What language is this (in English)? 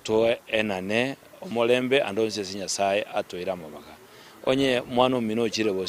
Gusii